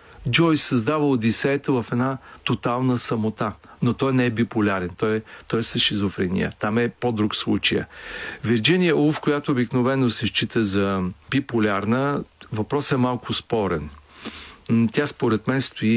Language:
Bulgarian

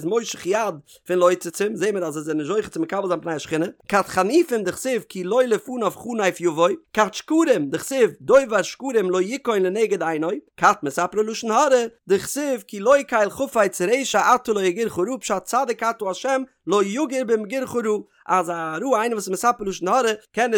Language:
Yiddish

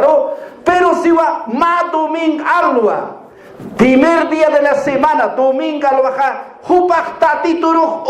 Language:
Aymara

